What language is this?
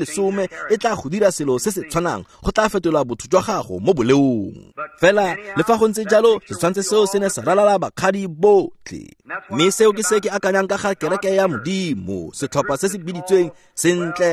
Tswana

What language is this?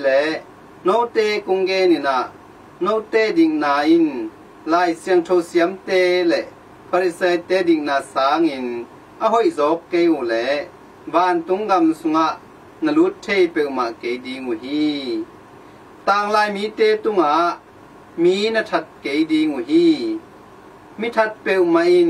Tedim Chin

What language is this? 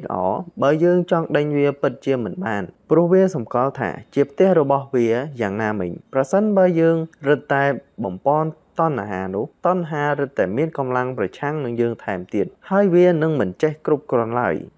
Khmer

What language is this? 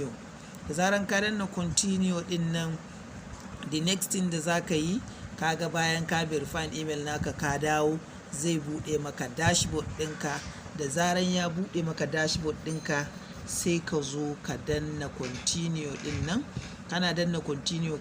Hausa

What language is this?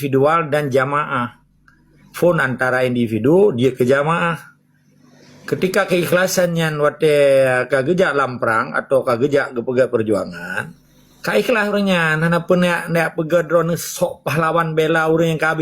Achinese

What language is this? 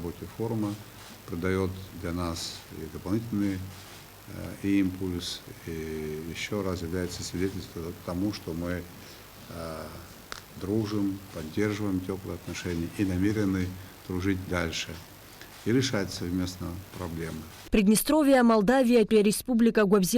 Abkhazian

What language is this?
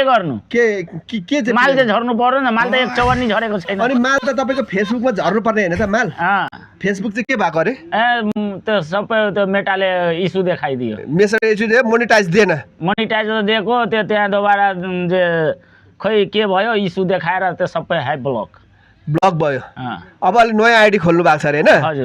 Nepali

